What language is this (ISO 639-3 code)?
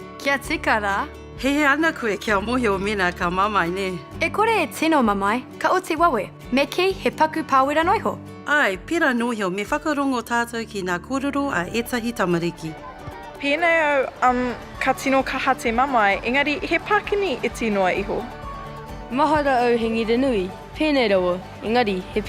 mri